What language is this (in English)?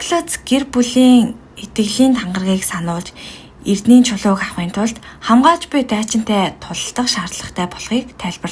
Mongolian